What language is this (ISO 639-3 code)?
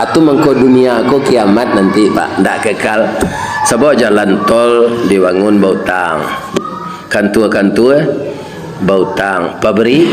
min